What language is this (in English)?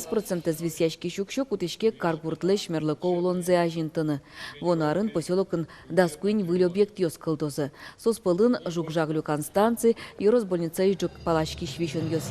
Udmurt